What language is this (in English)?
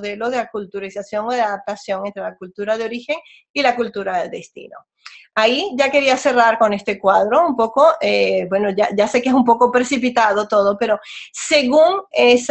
Spanish